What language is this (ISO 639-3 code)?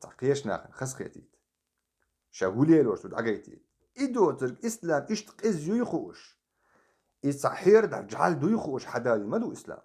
che